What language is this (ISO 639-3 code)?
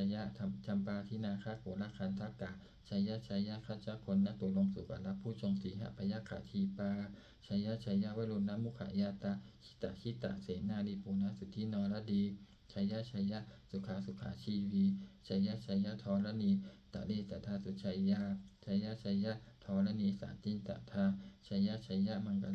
pli